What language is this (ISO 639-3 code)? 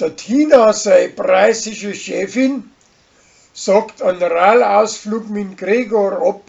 bar